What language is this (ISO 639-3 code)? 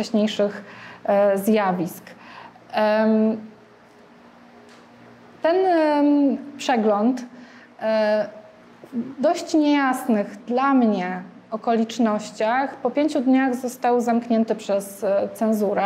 pol